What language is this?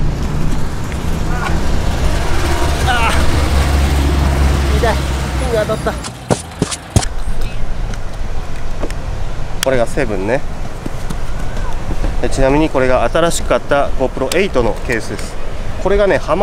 Japanese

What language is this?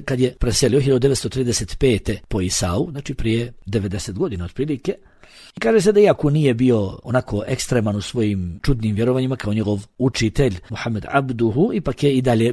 Bosnian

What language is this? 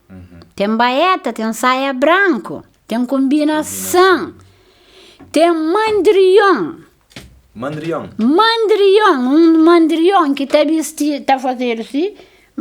Kabuverdianu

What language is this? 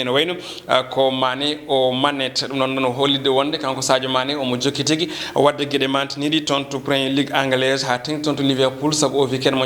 Fula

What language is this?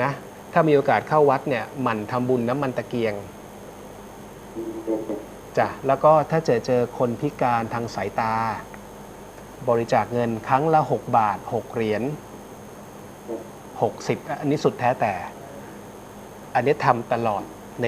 Thai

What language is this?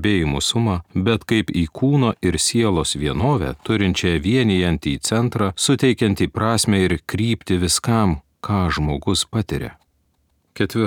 Lithuanian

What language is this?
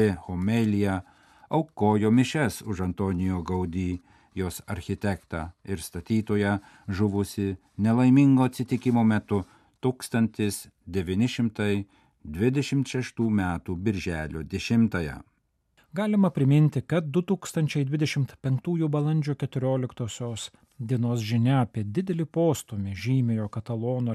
Lithuanian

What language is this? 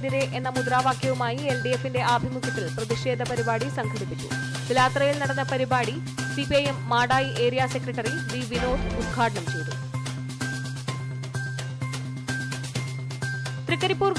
Malayalam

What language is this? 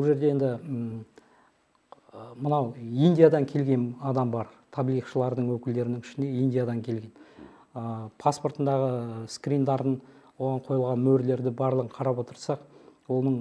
Kazakh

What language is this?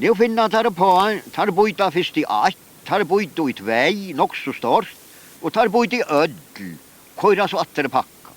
Faroese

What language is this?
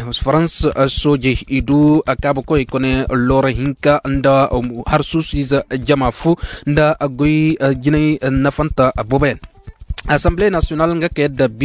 Koyraboro Senni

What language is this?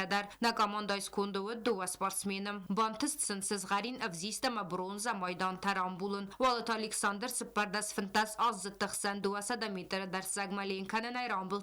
Ossetic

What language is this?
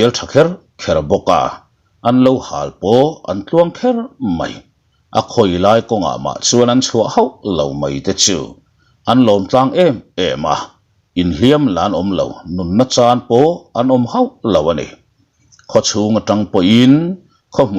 Mizo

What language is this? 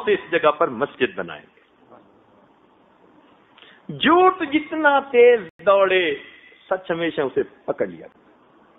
Urdu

